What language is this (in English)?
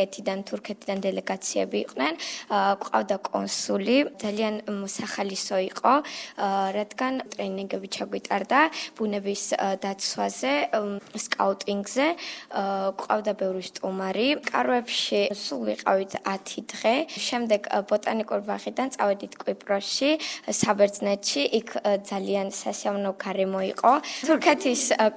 Georgian